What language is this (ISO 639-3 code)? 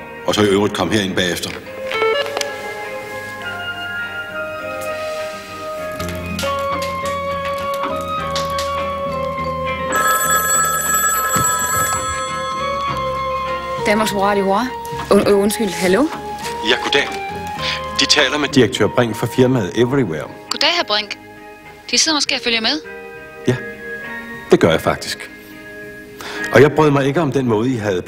dan